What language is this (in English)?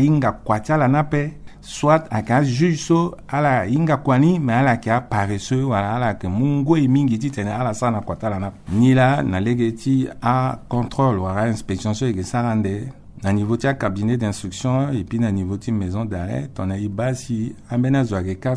Sango